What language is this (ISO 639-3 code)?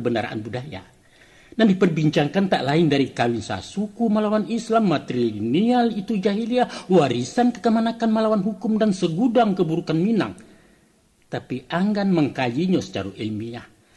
min